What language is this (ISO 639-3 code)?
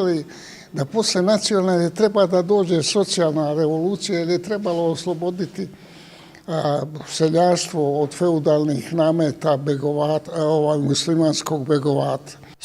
bos